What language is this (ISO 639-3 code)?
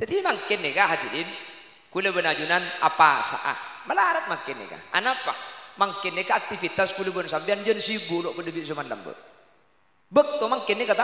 mad